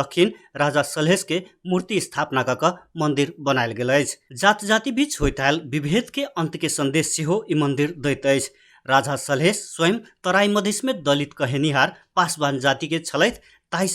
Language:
Maithili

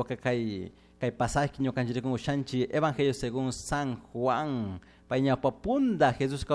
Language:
Chimborazo Highland Quichua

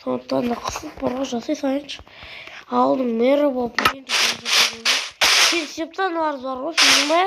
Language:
Kazakh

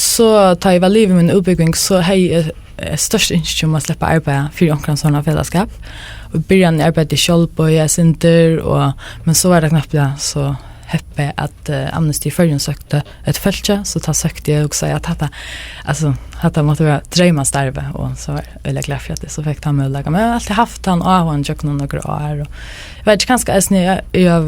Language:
Faroese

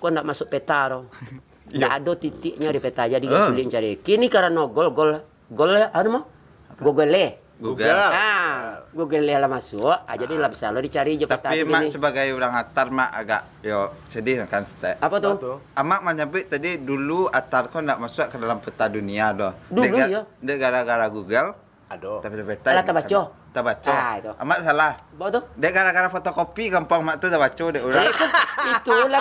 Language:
Minangkabau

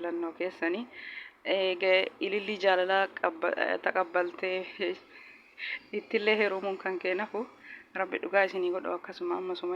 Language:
Oromo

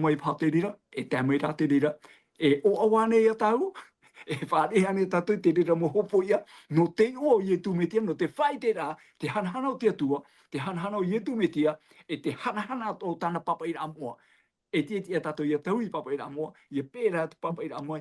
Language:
Tahitian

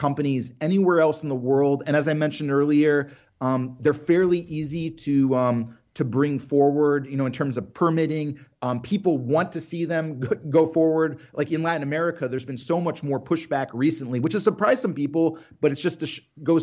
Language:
English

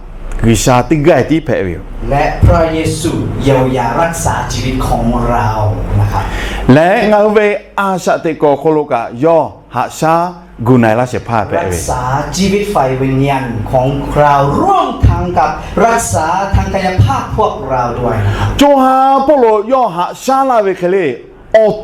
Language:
Lahu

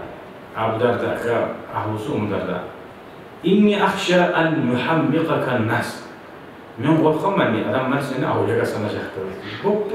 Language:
Kumyk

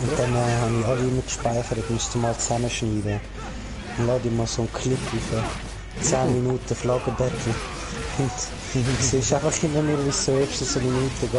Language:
Swiss German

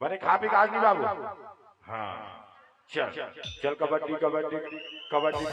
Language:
Chhattisgarhi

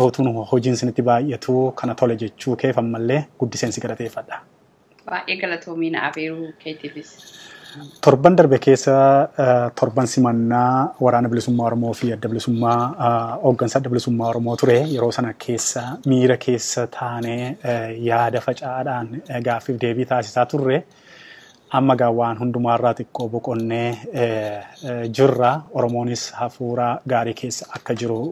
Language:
Oromo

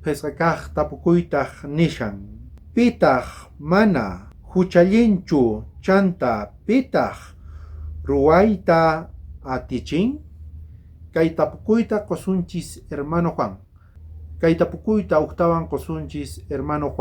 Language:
South Bolivian Quechua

